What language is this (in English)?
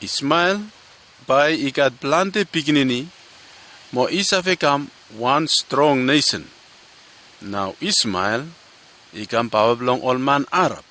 Bislama